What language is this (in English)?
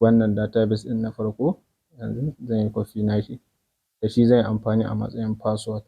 Hausa